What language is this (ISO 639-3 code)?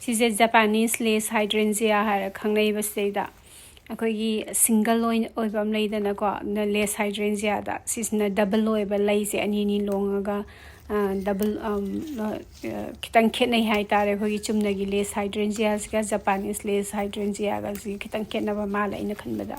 mni